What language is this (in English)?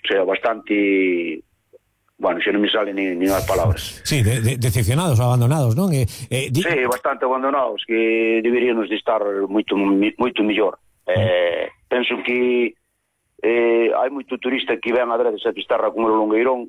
Galician